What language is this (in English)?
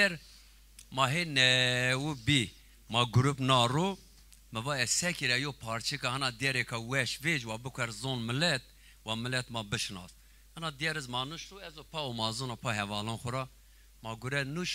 Zaza